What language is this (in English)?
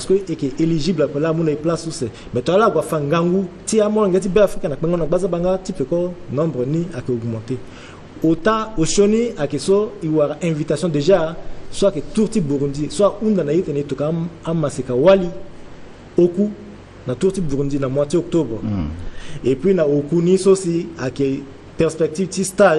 Sango